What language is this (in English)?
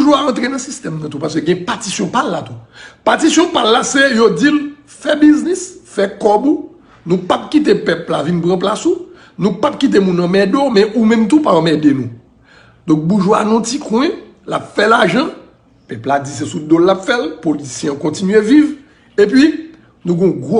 Haitian Creole